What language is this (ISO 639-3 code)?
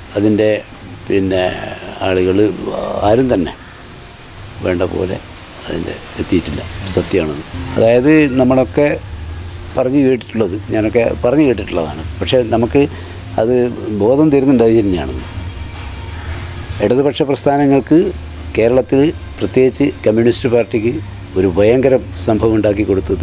mal